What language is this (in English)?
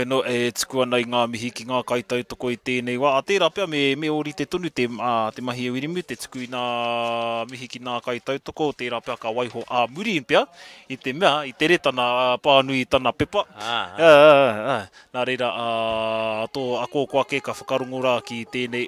Māori